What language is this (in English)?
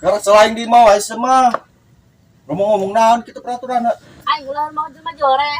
Sundanese